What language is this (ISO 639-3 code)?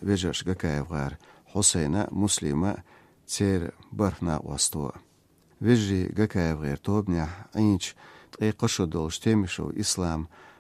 che